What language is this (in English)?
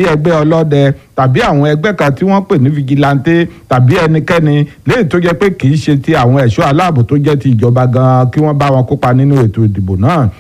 Yoruba